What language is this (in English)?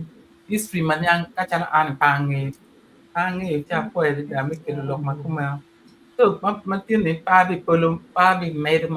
Acoli